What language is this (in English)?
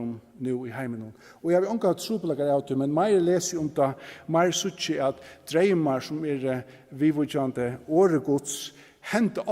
Faroese